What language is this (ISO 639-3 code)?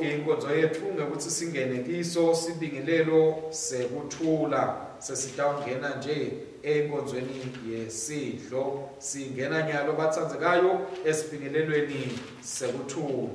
ssw